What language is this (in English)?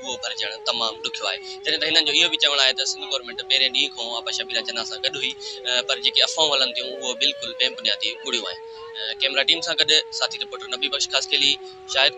Sindhi